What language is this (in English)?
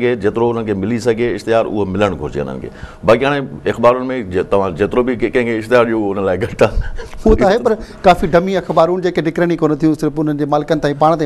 Sindhi